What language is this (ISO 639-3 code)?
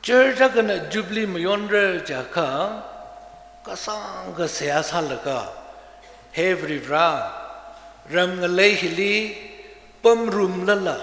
nmf